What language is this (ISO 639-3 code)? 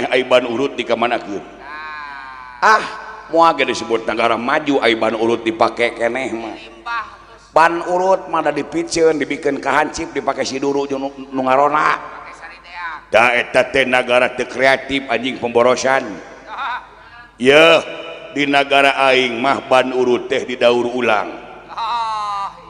sun